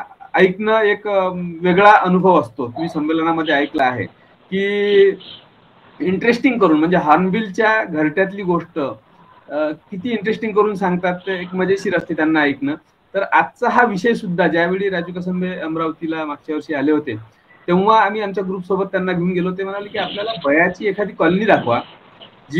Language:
Marathi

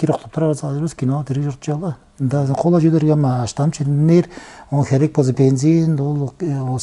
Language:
Tuvinian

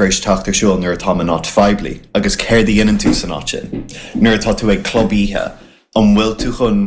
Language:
Irish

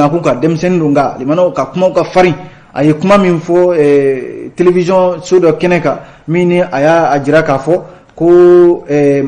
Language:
Bambara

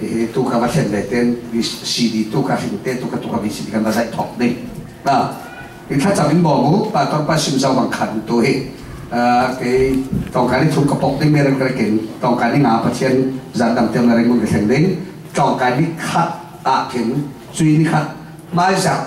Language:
Falam Chin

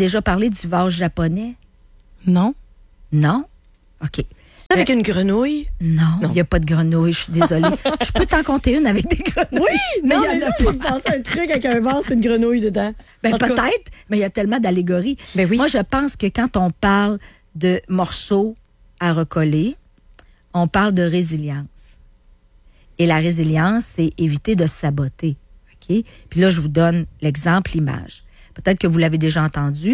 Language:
French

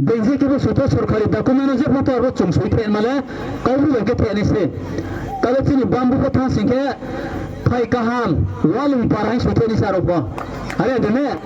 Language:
Riang (India)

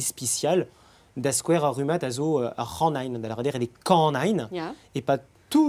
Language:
Breton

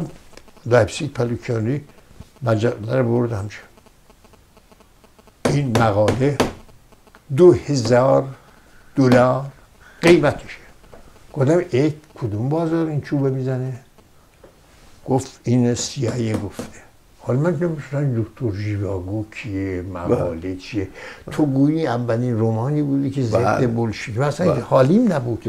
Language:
Persian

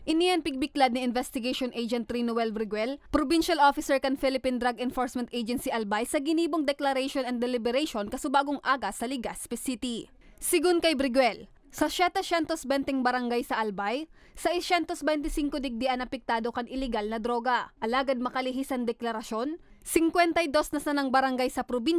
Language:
Bikol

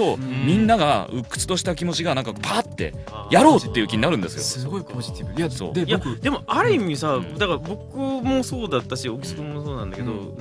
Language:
Japanese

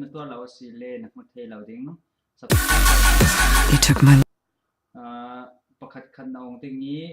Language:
Falam Chin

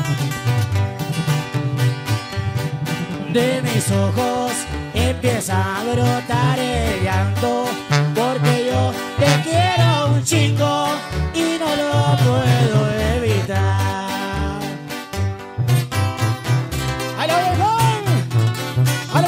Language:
Spanish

